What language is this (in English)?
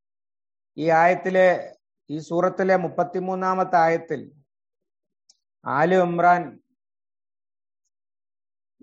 Malayalam